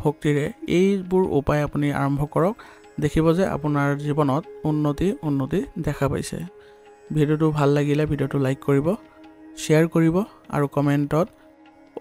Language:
Assamese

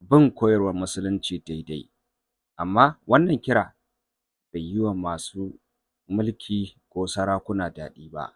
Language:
Hausa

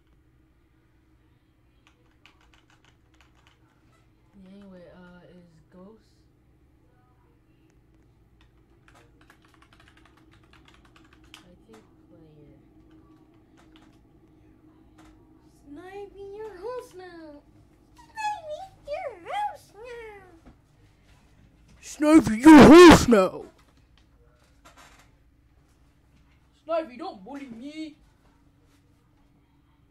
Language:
English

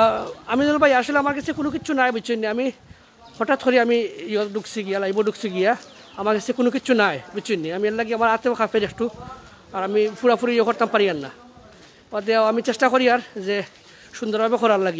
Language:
Sylheti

